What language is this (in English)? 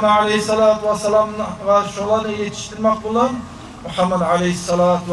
Kumyk